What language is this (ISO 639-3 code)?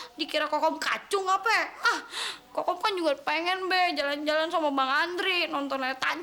bew